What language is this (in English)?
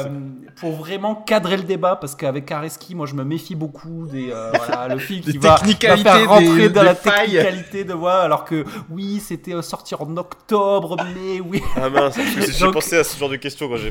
French